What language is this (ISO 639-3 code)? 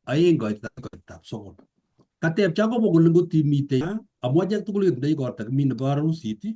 kln